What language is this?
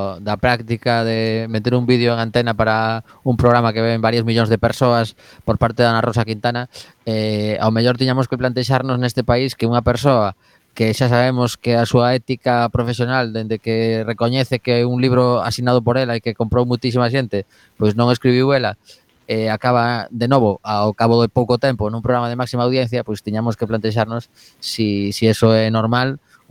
Galician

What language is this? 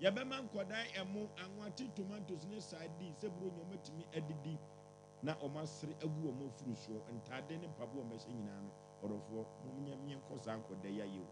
Akan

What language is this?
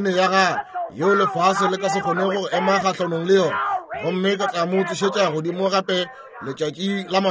Northern Sotho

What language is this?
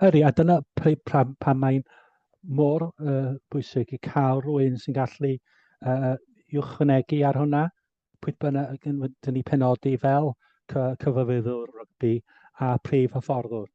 Welsh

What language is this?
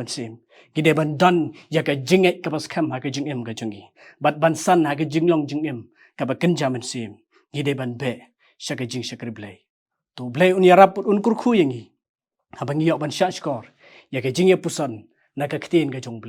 Khasi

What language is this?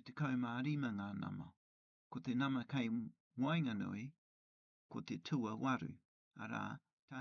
Māori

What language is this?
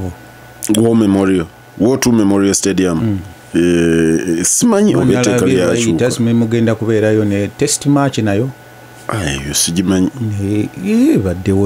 Ganda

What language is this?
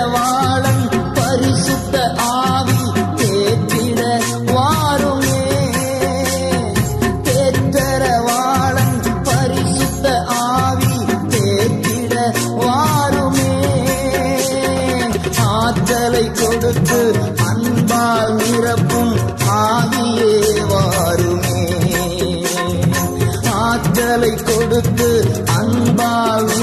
Tamil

